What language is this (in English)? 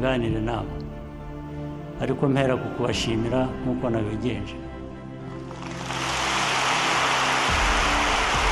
Kinyarwanda